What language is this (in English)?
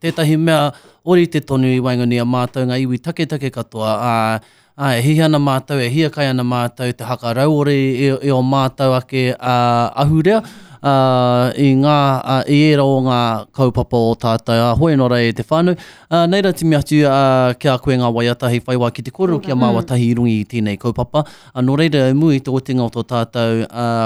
Māori